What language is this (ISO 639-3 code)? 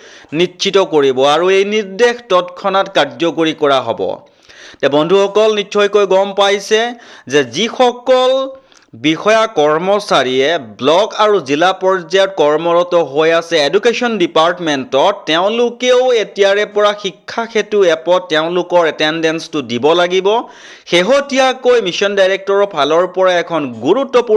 asm